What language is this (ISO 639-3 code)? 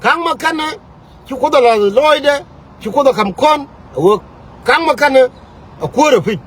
nus